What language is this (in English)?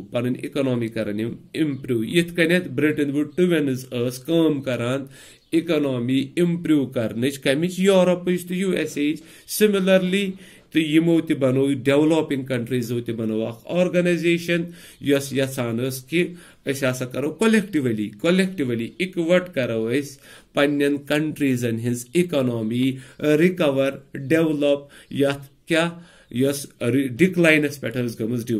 Kashmiri